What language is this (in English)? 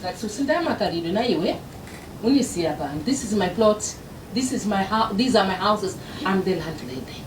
Nyanja